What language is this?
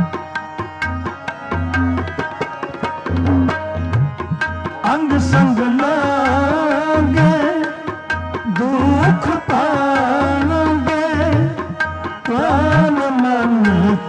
Hindi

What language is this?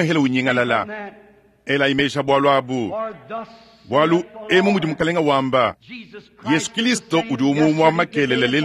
Luba-Lulua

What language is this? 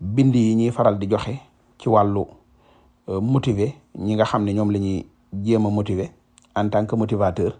Wolof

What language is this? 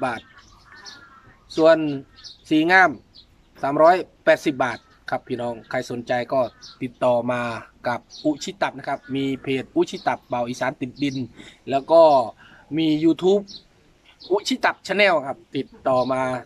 Thai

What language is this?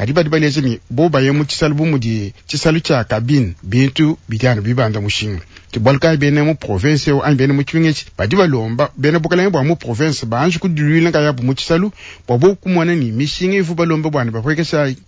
Luba-Lulua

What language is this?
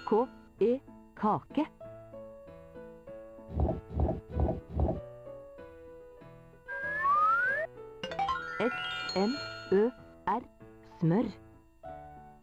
Norwegian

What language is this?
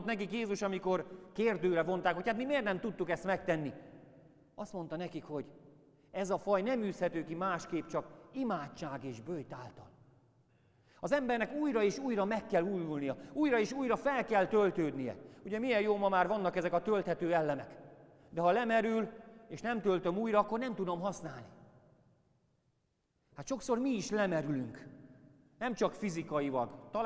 Hungarian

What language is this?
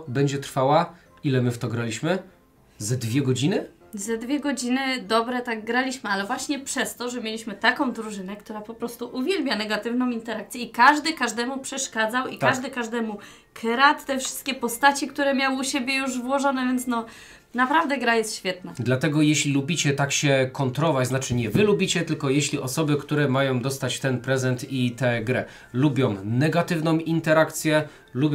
Polish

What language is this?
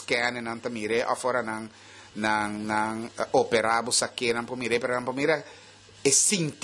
Papiamento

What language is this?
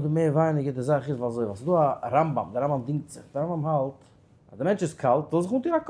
Yiddish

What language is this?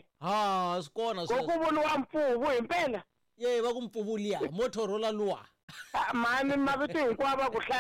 Tsonga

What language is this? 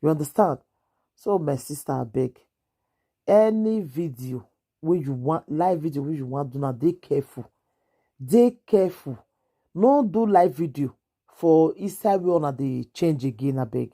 Nigerian Pidgin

